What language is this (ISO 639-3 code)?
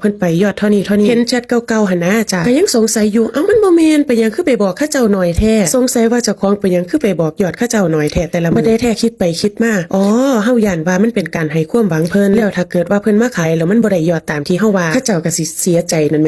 lao